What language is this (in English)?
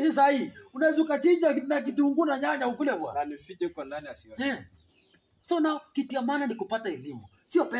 Swahili